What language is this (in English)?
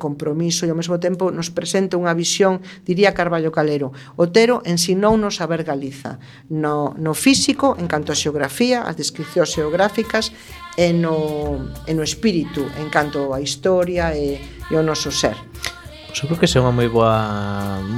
Galician